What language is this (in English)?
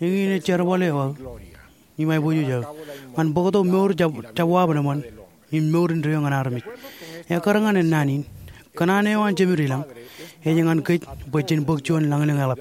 Marshallese